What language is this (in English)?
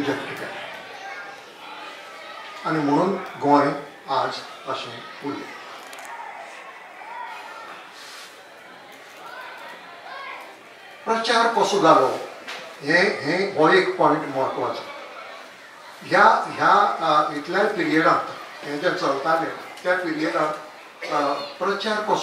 Konkani